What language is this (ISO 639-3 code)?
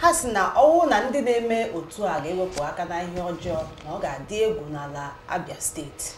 ibo